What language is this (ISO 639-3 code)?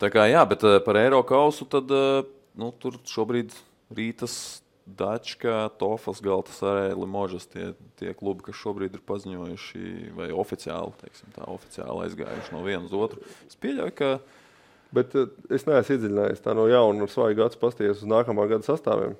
lav